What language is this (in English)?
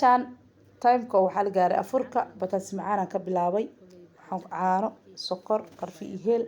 Somali